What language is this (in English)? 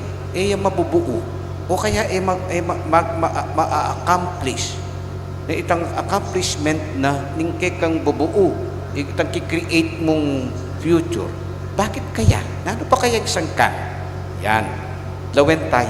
Pampanga